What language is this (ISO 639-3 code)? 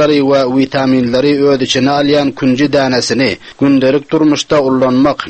tuk